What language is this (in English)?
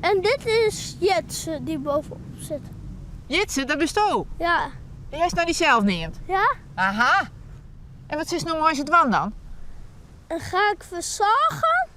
Western Frisian